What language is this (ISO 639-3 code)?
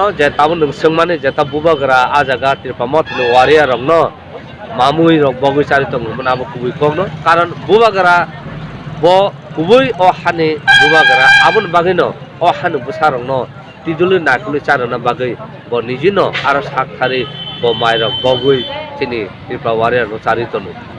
trp